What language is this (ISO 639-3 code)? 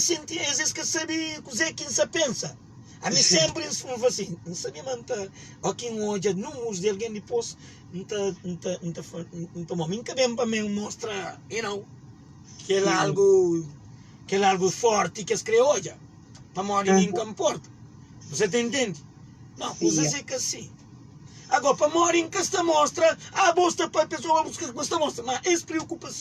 kea